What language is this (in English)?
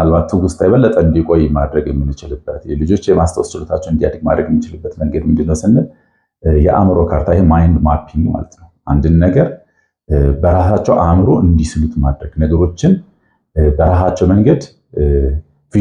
Amharic